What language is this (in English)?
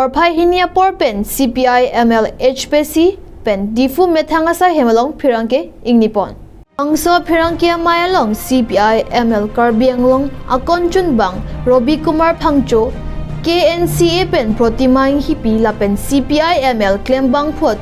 Karbi